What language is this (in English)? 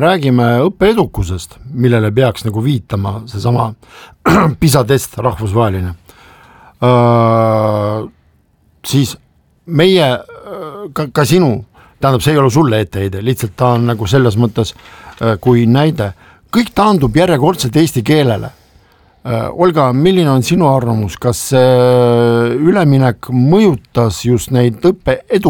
Estonian